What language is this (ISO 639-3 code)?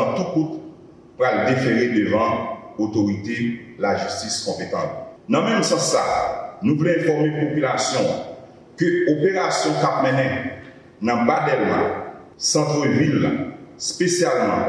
hat